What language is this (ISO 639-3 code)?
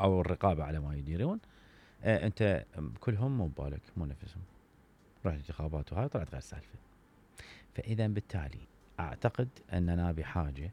acm